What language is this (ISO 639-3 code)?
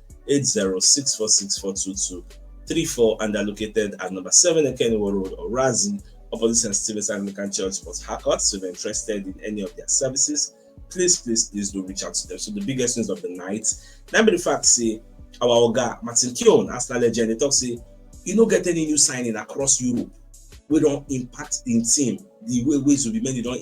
pcm